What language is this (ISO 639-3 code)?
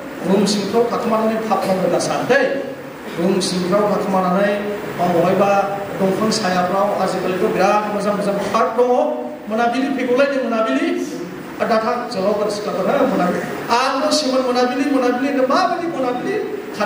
brx